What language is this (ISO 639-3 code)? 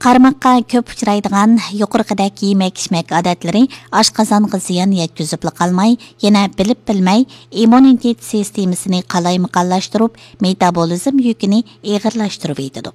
uig